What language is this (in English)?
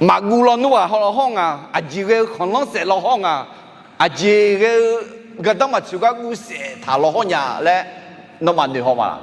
Akha